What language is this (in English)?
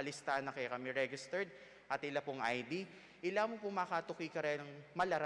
Pampanga